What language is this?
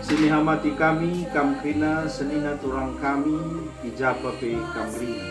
Batak Karo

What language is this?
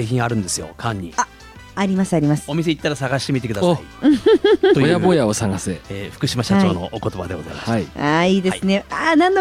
Japanese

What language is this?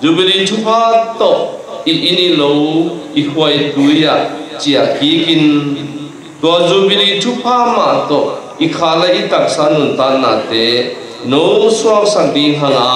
Tedim Chin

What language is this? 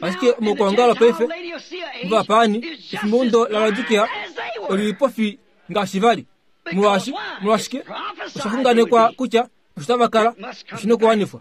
Kuanyama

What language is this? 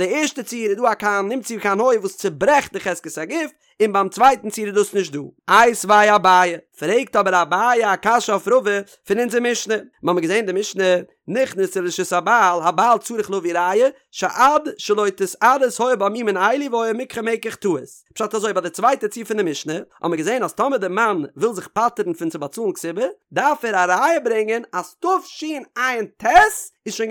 Yiddish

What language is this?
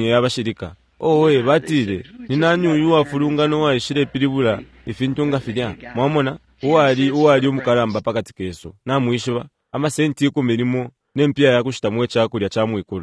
Bemba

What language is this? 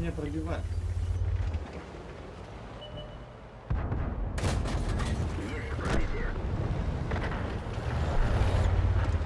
Russian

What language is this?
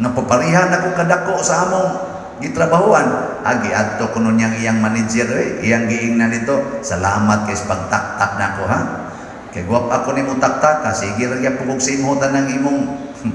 Cebuano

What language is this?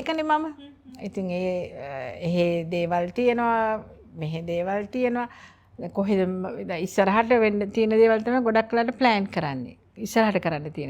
Sinhala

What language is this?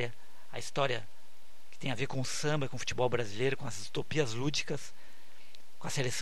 Portuguese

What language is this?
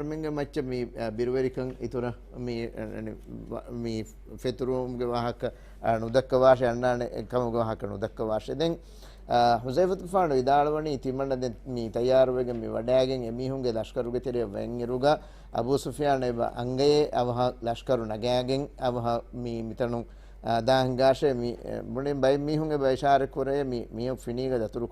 Divehi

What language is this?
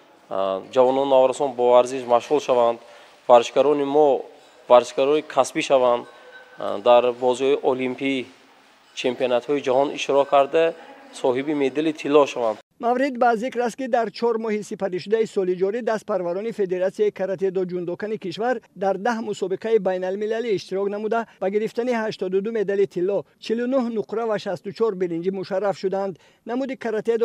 Tajik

